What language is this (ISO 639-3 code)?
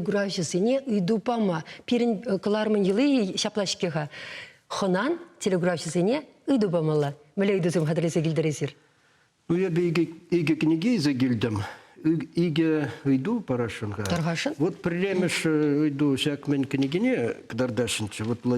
chv